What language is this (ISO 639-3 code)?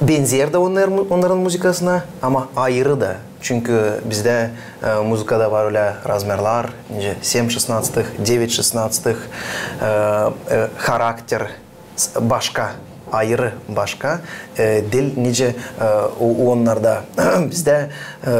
gag